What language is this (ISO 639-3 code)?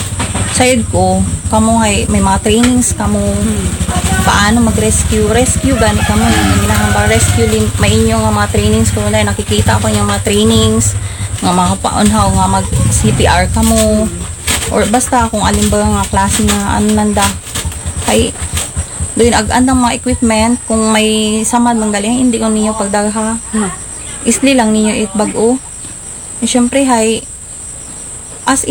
akl